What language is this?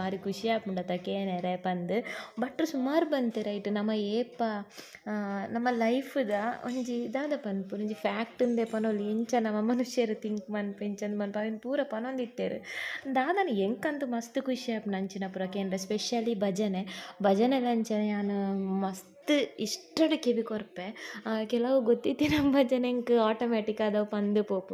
Tulu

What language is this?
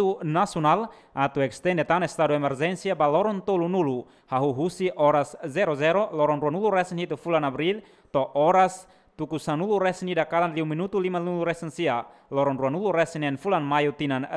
Tetum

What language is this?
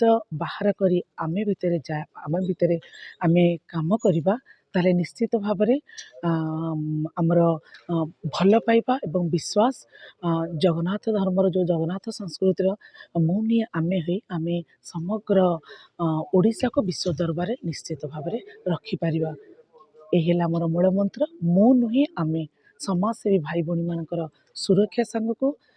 Odia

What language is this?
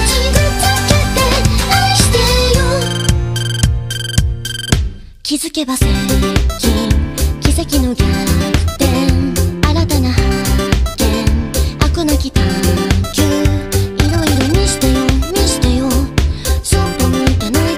Japanese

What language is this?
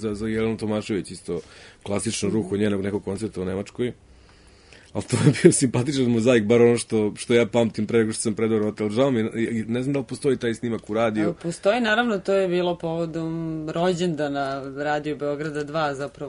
Serbian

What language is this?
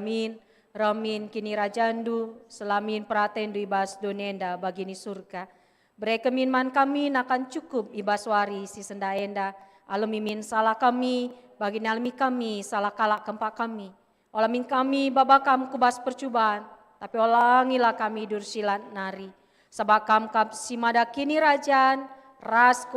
Batak Karo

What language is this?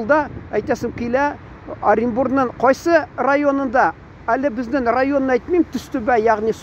Tatar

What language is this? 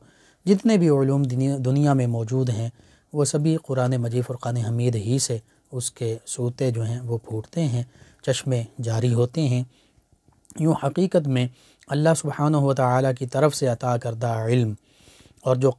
Urdu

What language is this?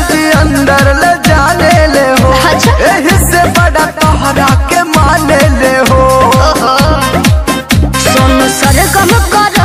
Bhojpuri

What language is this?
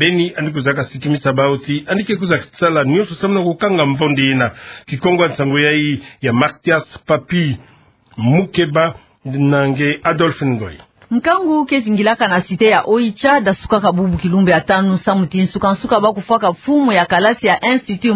Kituba (Democratic Republic of Congo)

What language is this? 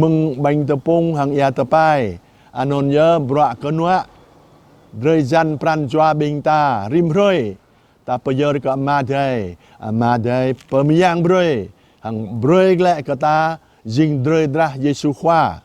Jarai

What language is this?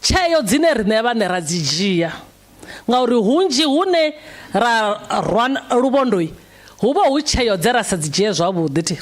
Venda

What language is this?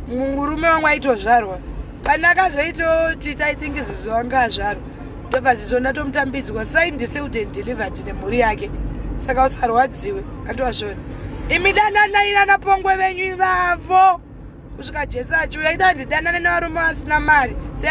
Shona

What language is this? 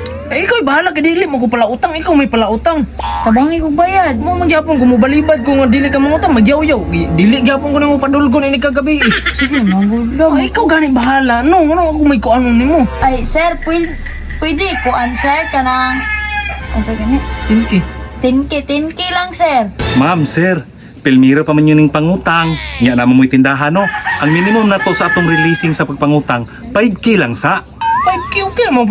Cebuano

